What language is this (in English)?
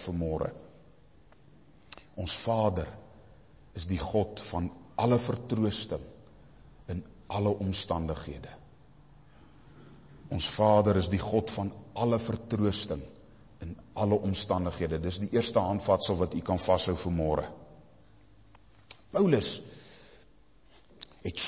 Afrikaans